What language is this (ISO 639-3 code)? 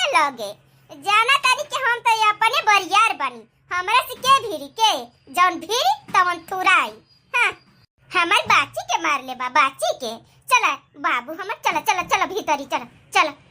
bho